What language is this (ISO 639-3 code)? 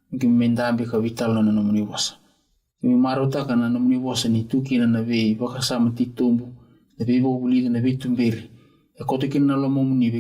fij